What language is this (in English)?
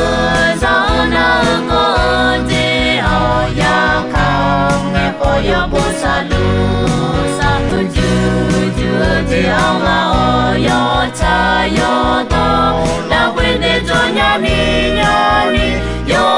Akha